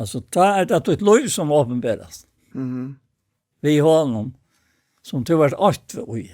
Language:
Faroese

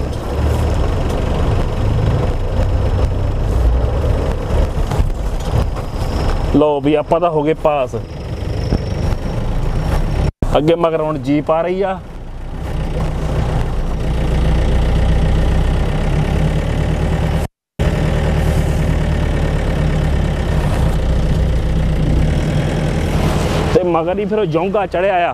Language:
Punjabi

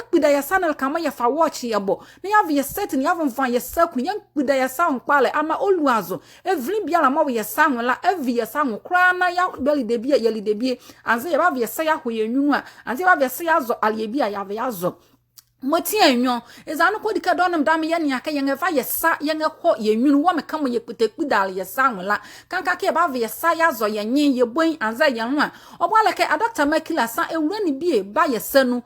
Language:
Nzima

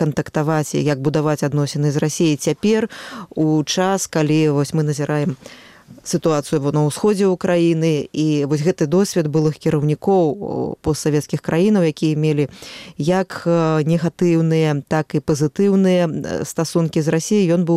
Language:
Belarusian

